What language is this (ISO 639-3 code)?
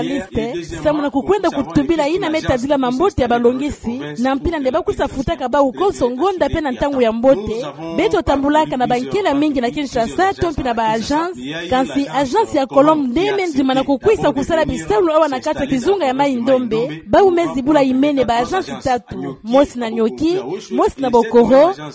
ktu